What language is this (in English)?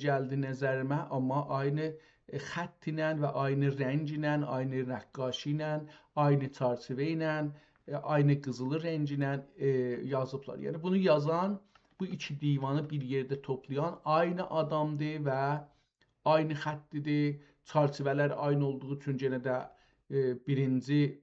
South Azerbaijani